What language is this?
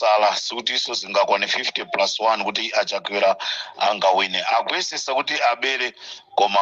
Nyanja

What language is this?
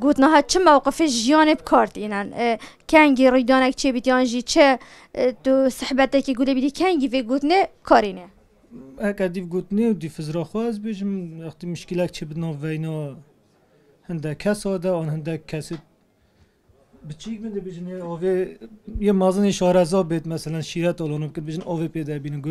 Kurdish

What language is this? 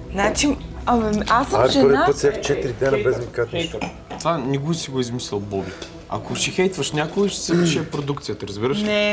Bulgarian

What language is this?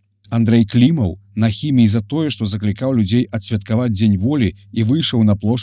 Belarusian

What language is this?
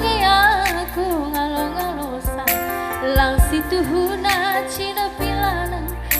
Batak Karo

